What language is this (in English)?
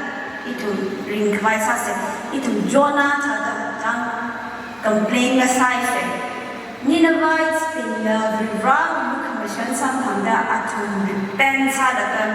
Tangkhul Naga (India)